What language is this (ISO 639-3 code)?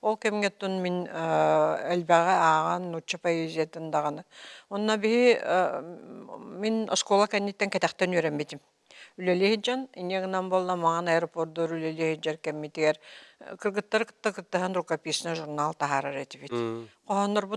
sah